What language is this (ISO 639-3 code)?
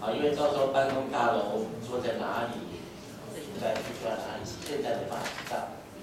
zho